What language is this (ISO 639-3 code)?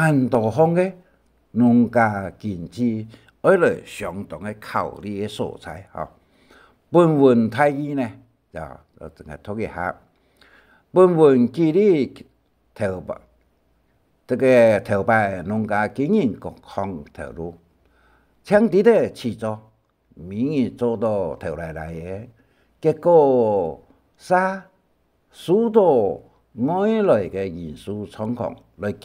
hak